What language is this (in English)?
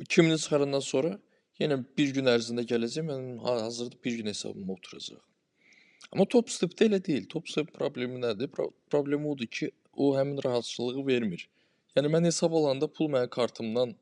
Azerbaijani